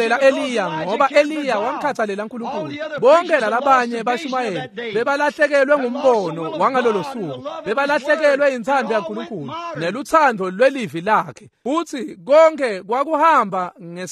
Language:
Swati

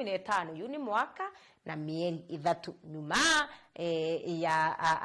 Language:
Meru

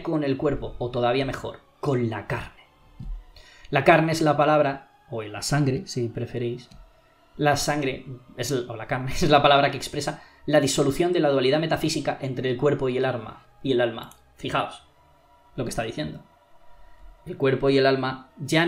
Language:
Spanish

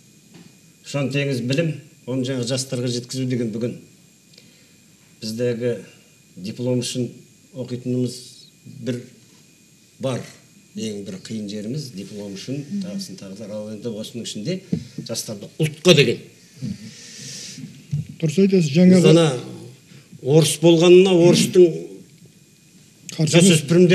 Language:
Kazakh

